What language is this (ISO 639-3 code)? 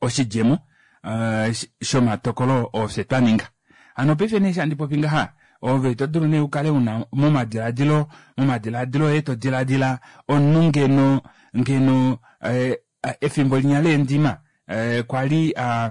kua